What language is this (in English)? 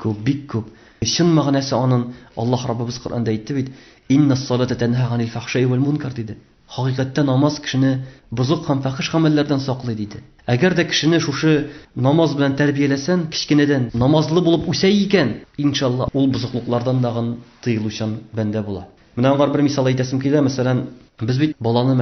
Tatar